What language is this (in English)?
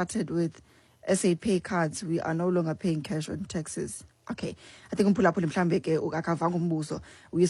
Xhosa